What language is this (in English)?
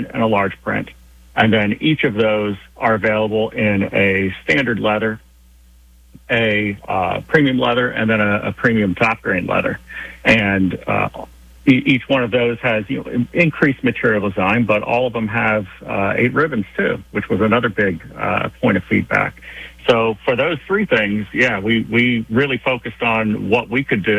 English